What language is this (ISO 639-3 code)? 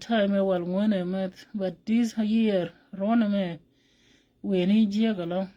nus